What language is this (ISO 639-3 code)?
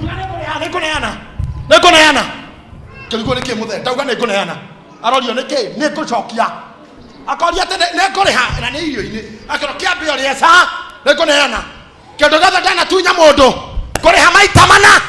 kik